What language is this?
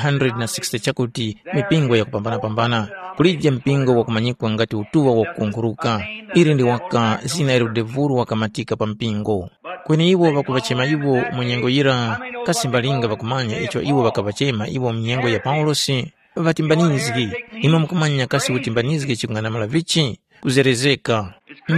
Tumbuka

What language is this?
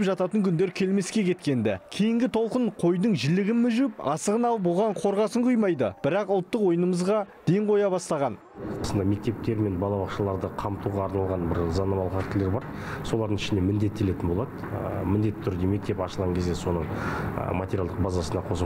Kazakh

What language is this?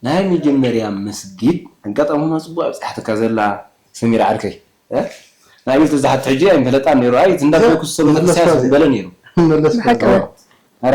Tigrinya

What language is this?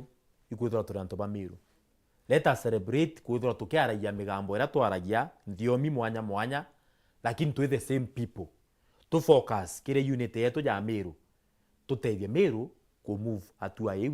Meru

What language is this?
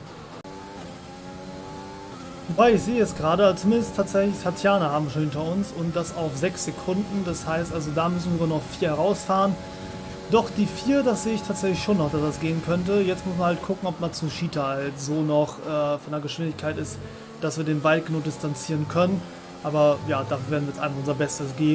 German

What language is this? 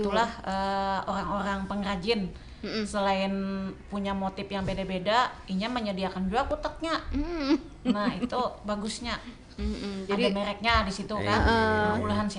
Banjar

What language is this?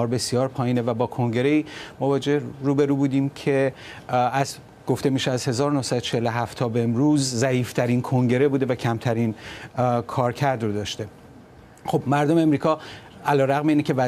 Persian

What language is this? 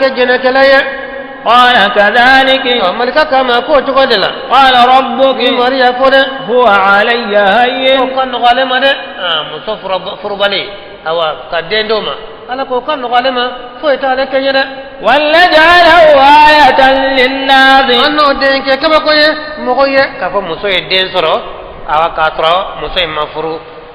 Bambara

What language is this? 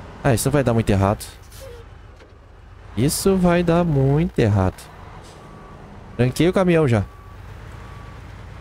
Portuguese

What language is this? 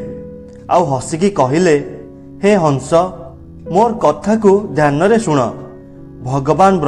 Odia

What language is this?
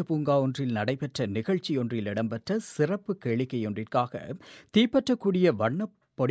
Tamil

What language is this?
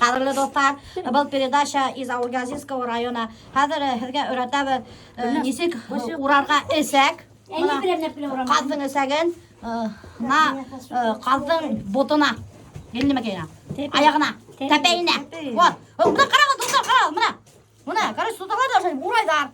Bashkir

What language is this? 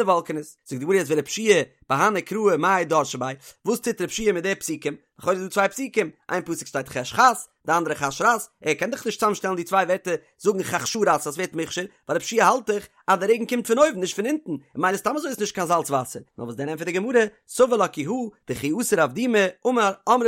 Yiddish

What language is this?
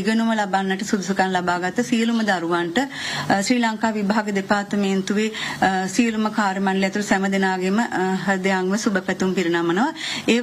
Sinhala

